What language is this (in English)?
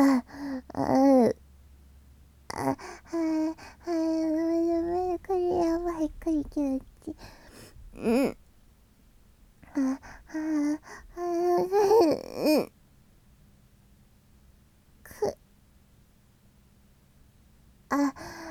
Japanese